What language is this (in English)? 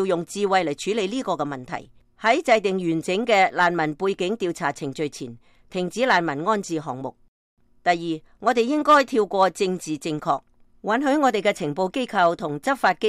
Cantonese